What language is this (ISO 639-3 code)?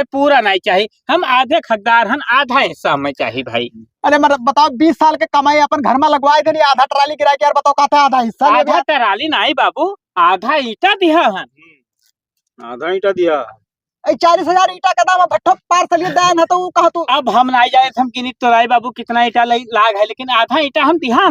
awa